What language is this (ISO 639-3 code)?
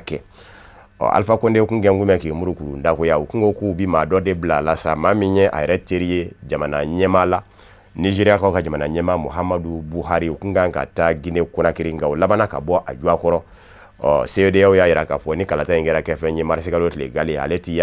bam